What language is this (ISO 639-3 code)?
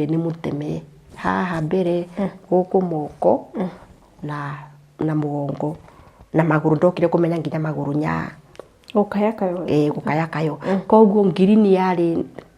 kik